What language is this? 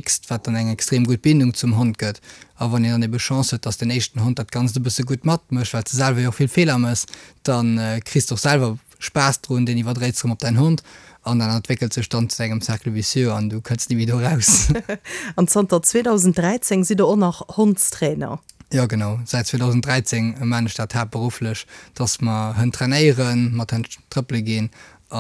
Luxembourgish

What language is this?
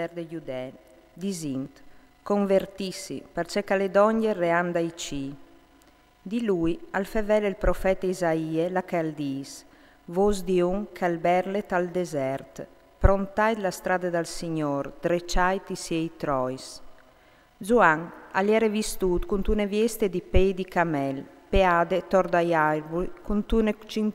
Friulian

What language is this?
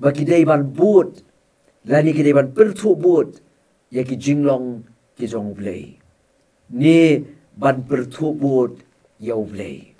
Khasi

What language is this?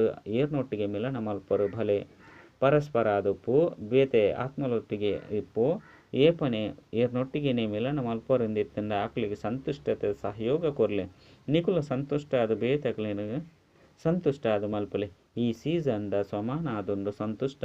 Tulu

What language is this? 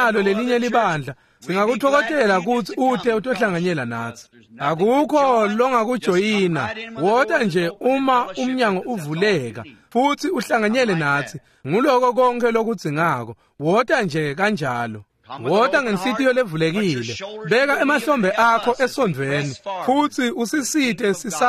Swati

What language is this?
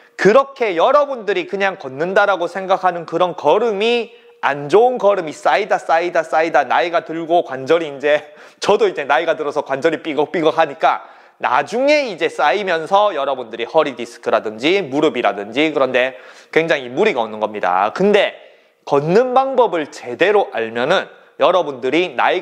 Korean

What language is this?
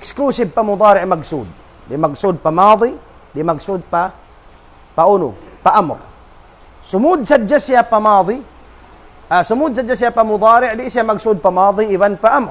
Tausug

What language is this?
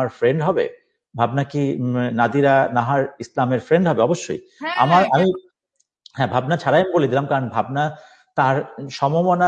Bangla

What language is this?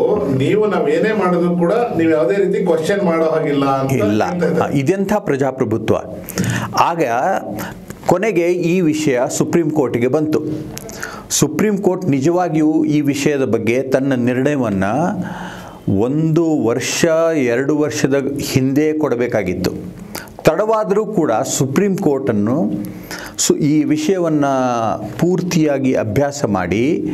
Kannada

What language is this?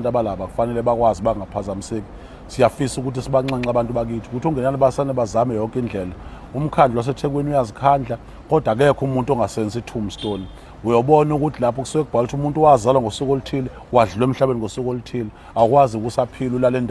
Zulu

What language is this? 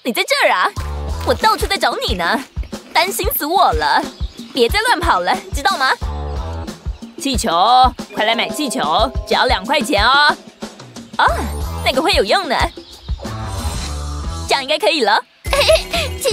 Chinese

